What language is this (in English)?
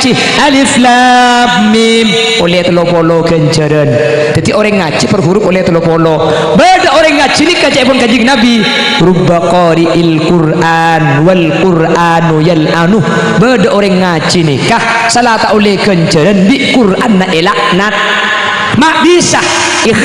Madurese